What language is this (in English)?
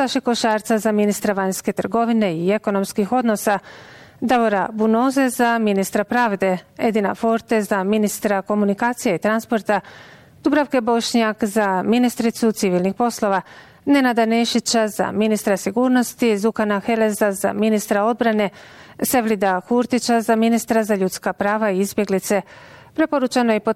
Bosnian